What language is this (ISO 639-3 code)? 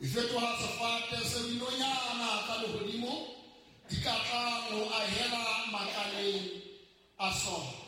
sot